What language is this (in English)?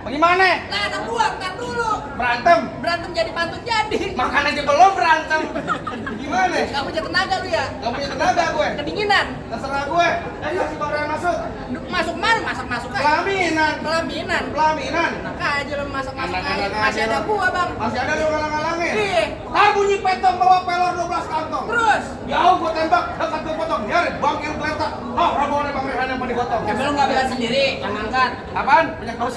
Betawi